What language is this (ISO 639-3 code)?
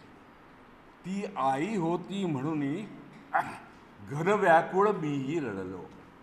mar